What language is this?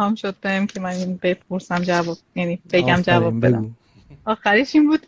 Persian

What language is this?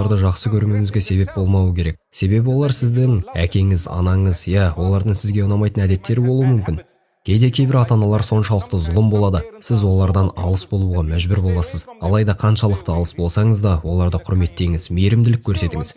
Kazakh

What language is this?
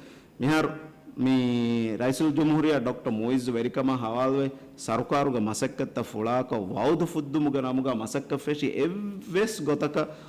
Divehi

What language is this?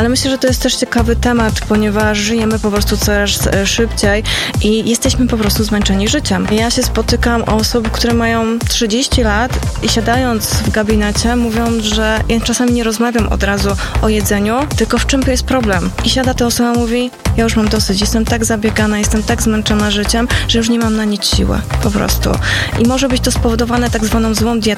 Polish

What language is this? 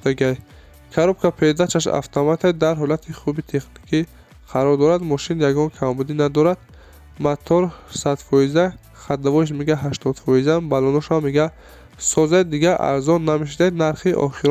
Tajik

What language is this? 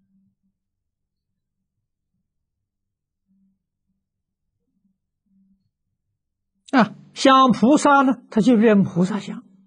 Chinese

